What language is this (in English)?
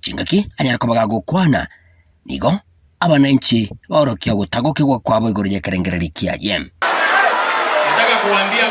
Gusii